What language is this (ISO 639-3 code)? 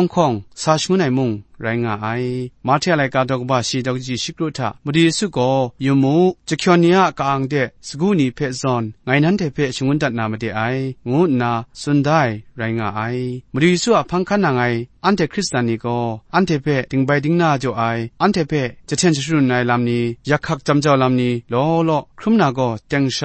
kac